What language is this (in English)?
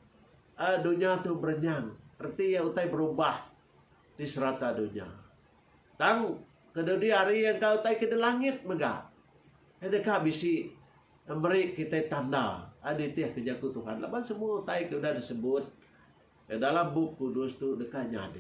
Iban